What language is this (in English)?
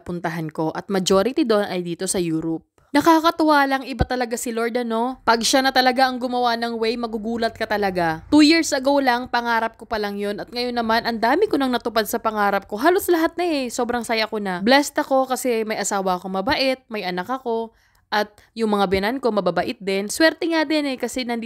Filipino